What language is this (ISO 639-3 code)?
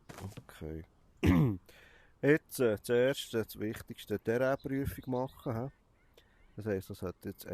gsw